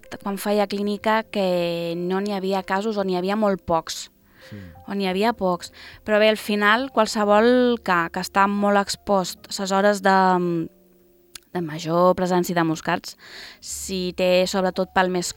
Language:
Catalan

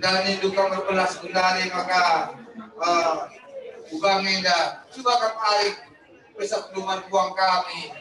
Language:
Batak Karo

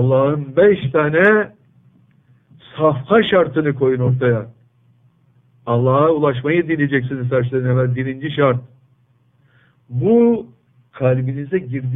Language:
Turkish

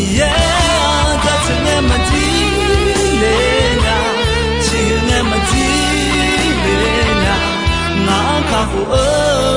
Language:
Akha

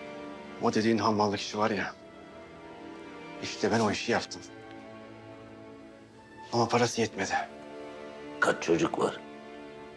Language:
Turkish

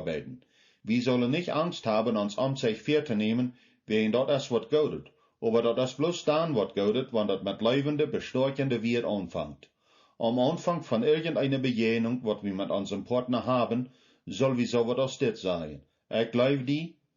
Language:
Plautdietsch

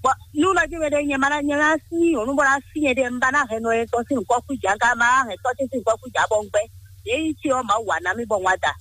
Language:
Fon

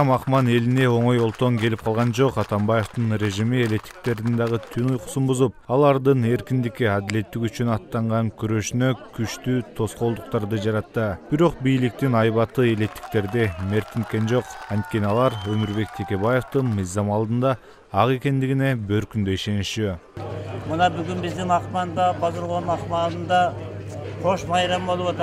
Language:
Kyrgyz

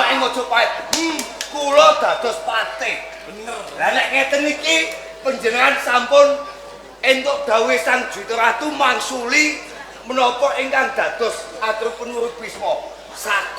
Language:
Javanese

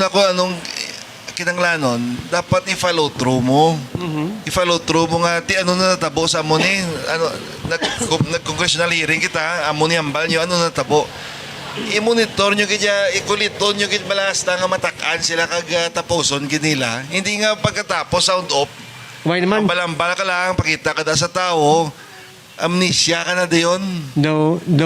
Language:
Hiligaynon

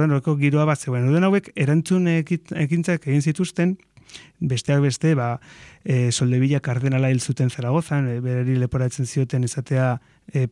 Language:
Basque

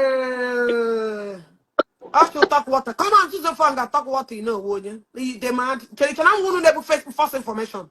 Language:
Igbo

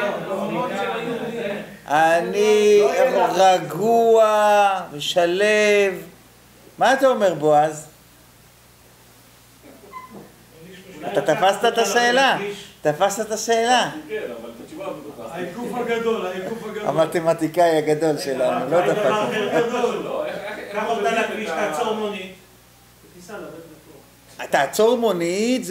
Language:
Hebrew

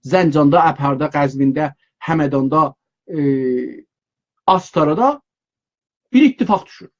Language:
South Azerbaijani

